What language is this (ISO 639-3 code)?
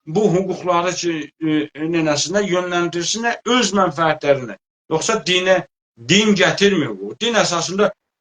azb